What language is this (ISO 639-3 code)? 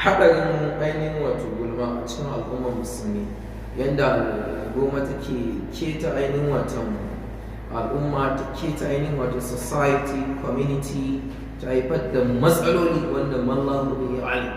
hau